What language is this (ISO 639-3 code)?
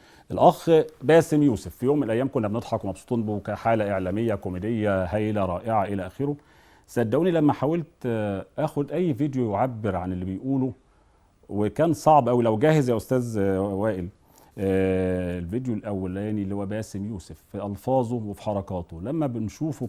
arz